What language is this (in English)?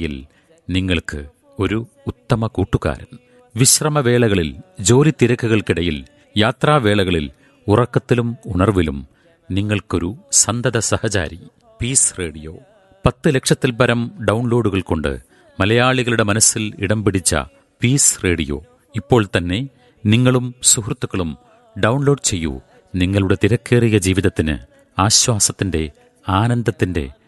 Malayalam